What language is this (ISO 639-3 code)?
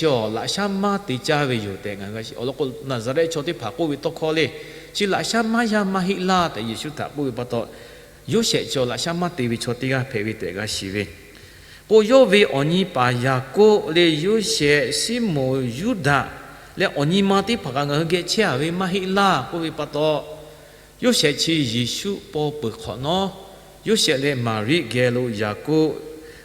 lhu